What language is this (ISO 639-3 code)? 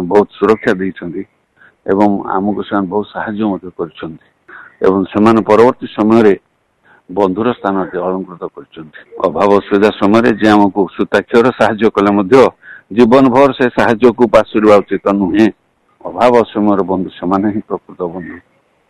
ori